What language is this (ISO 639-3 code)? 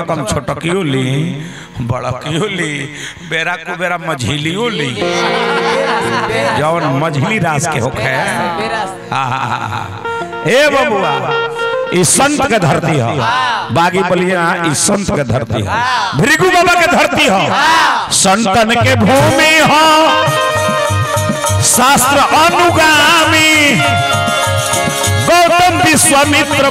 bho